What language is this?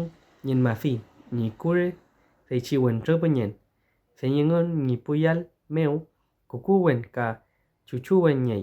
Mapuche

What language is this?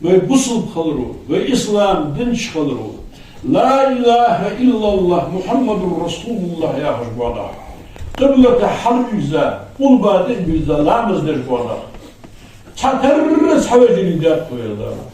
Ingush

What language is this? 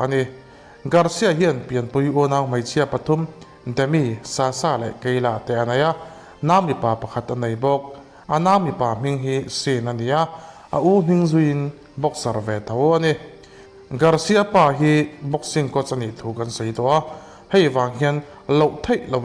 Mizo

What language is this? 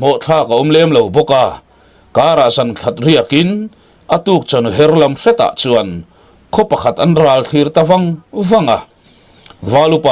Mizo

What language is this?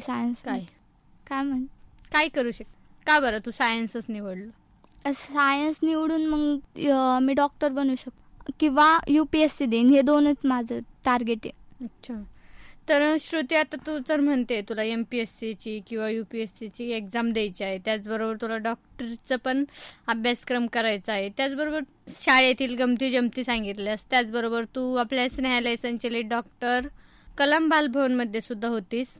Marathi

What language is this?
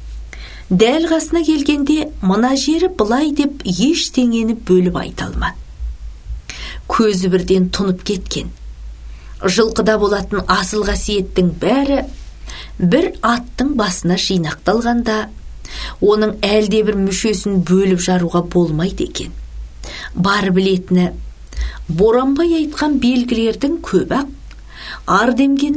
Kazakh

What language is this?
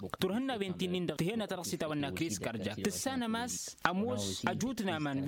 Tamasheq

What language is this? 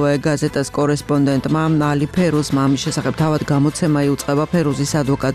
Georgian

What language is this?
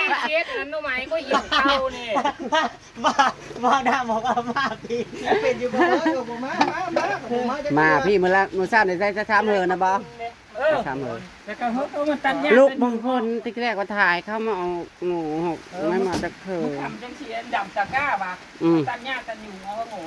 Northeastern Thai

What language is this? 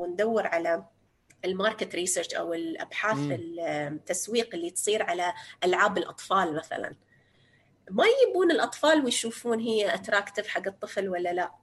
North Levantine Arabic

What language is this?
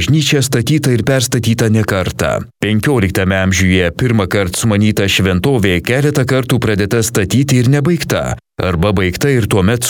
Lithuanian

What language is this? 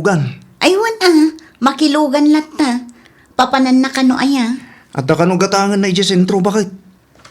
Iloko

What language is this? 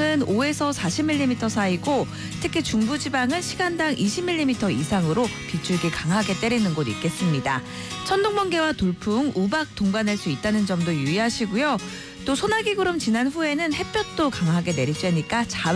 Korean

